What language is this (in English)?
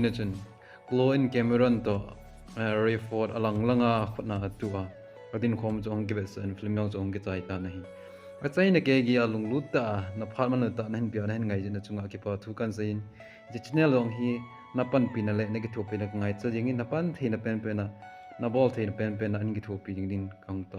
Thado Chin